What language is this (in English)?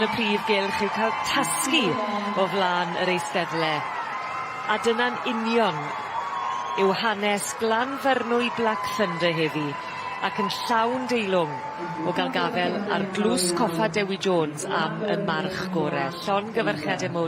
Welsh